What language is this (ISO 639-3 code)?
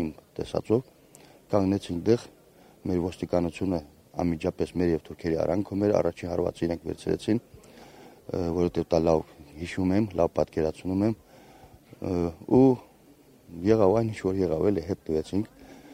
hye